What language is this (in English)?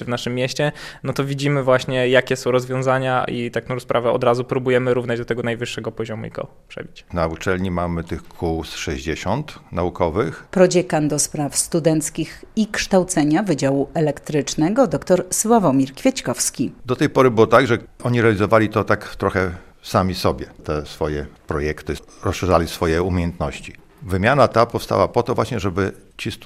Polish